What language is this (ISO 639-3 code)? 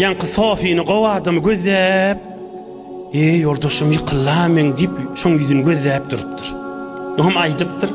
tuk